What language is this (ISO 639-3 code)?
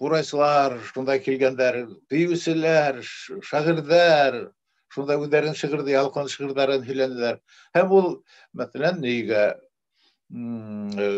bak